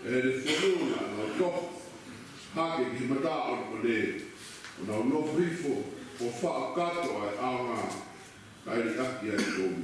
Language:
Tongan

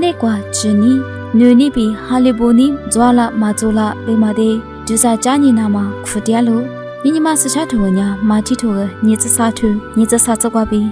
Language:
Lisu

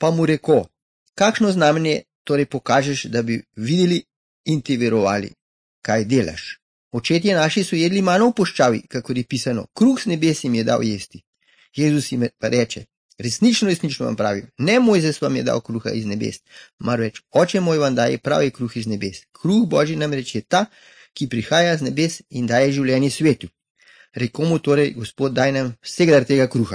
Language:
Slovenian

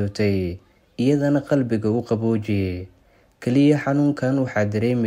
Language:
Somali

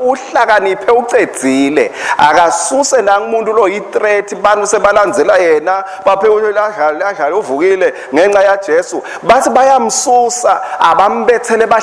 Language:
Swati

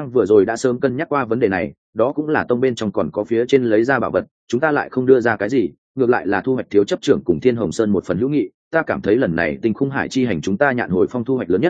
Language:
Vietnamese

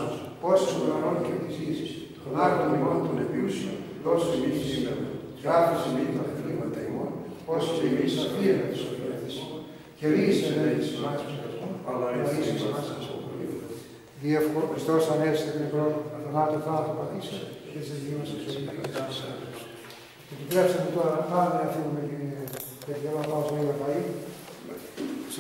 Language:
Greek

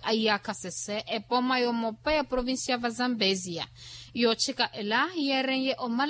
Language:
Makhuwa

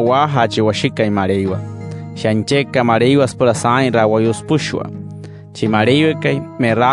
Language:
Wayuu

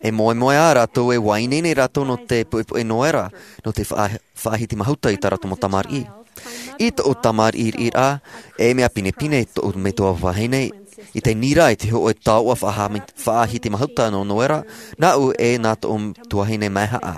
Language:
Tahitian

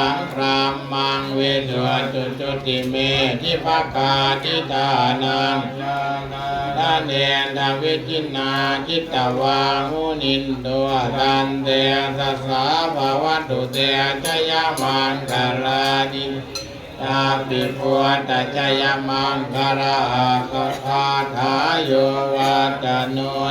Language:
Pali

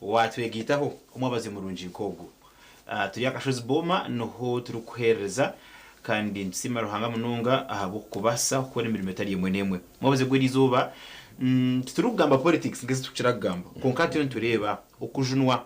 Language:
Nyankole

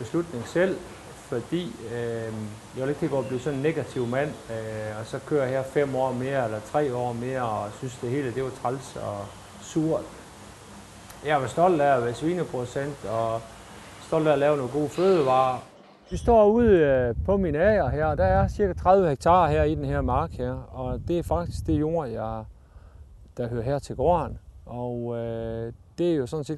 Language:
Danish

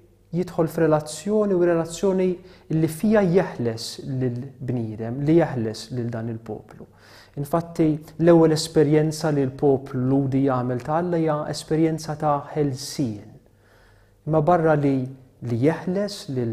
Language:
Maltese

